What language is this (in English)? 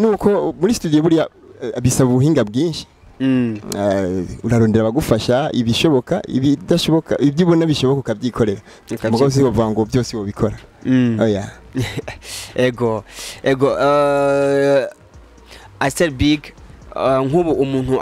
Rundi